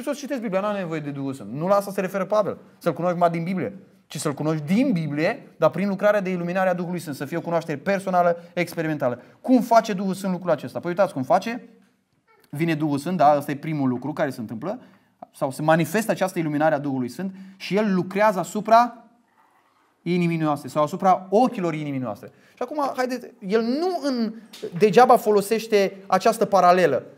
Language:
Romanian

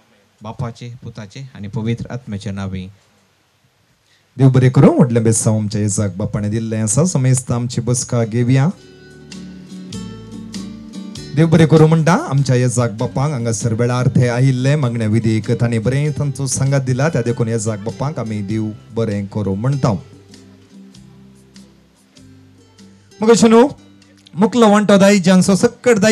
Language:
Konkani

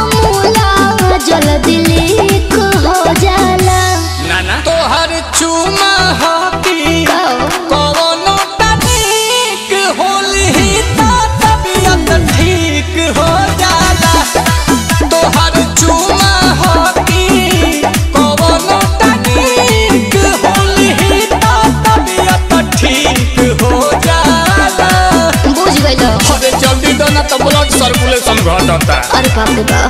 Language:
Bhojpuri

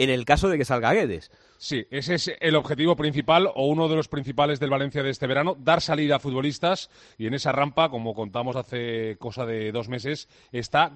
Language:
Spanish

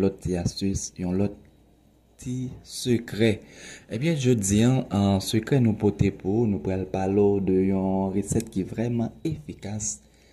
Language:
Haitian Creole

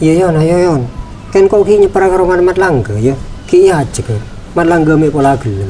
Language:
Madurese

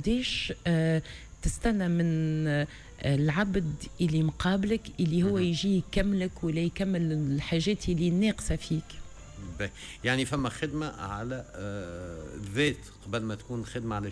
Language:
Tunisian Arabic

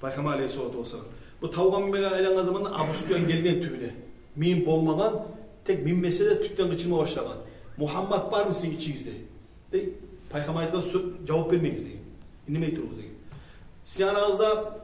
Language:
Kumyk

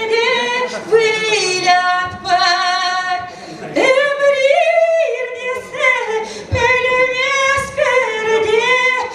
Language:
Chuvash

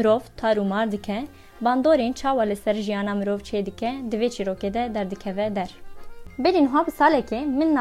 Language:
Kurdish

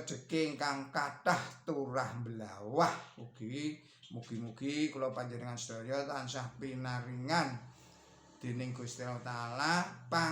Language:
Javanese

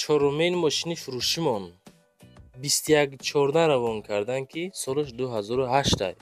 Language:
Tajik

